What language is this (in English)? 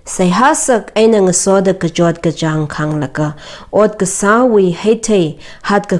Tangkhul Naga (India)